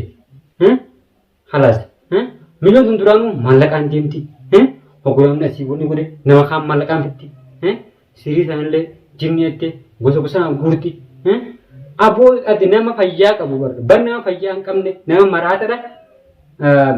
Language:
Oromo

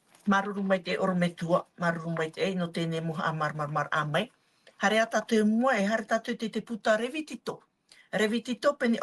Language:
Tahitian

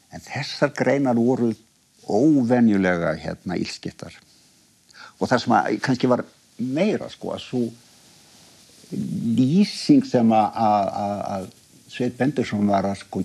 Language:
Icelandic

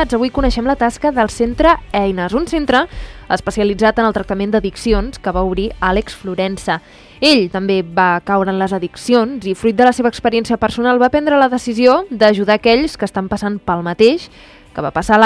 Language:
Catalan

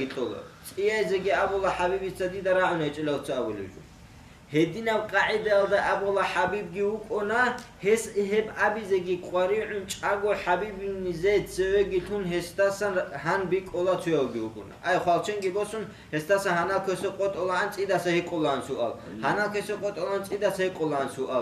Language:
Avaric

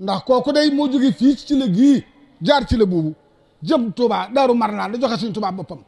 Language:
Wolof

